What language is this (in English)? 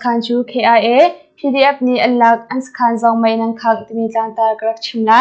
Hakha Chin